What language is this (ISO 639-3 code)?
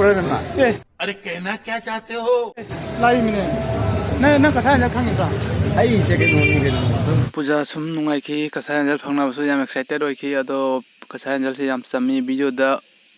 mni